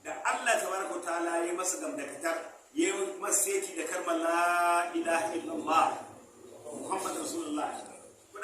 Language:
Hausa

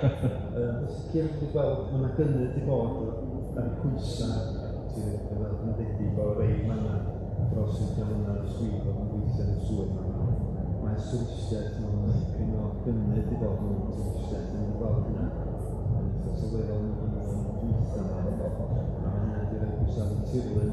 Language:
Welsh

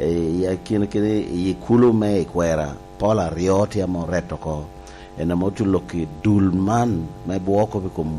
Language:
Lango (Uganda)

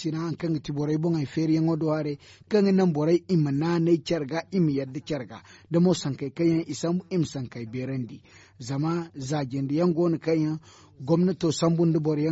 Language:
Zarma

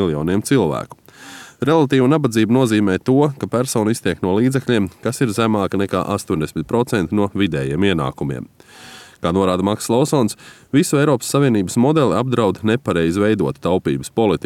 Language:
Latvian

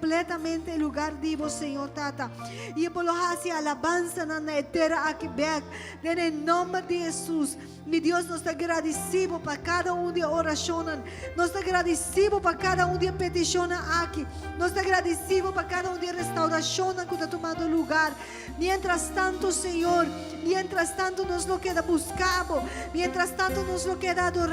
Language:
Papiamento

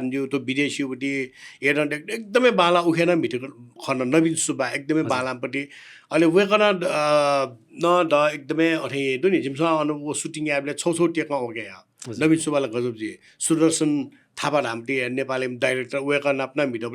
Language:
Newari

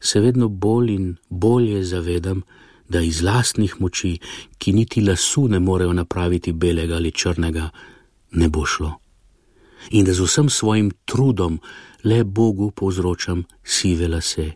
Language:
Slovenian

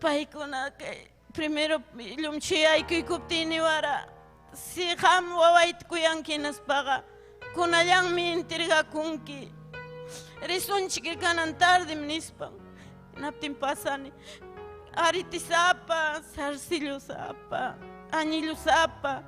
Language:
Ayacucho Quechua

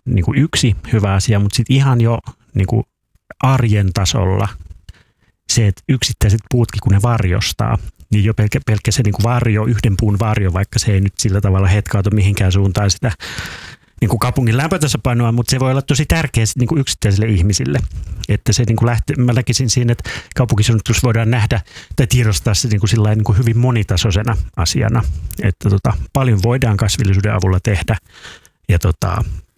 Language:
Finnish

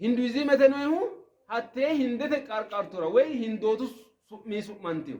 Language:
Sidamo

